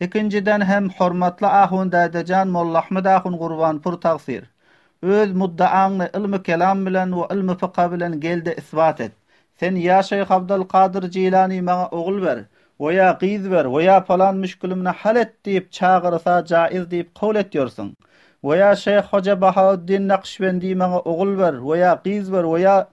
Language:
Turkmen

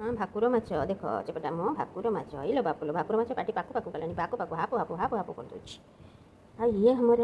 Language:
Odia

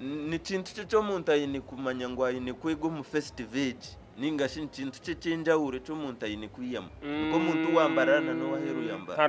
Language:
Nyankole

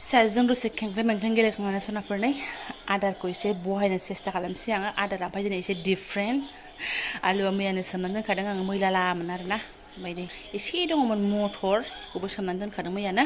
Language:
Bodo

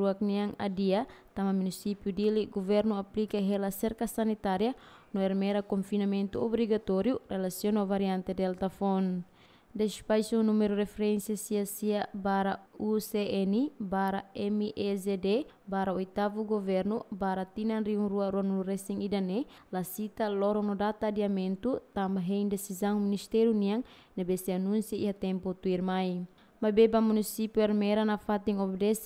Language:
Tetum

